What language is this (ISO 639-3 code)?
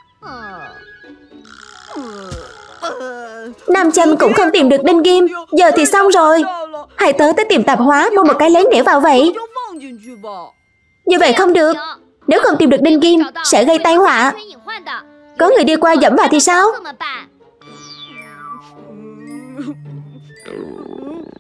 vie